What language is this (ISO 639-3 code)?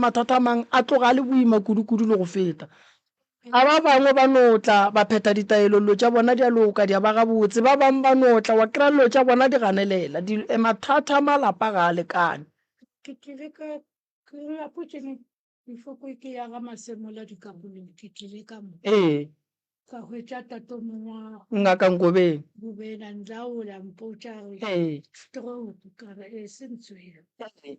nso